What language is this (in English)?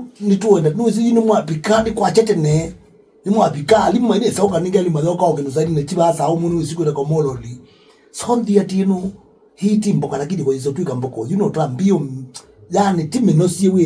Kamba